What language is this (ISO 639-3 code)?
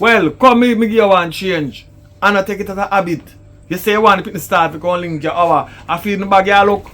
jam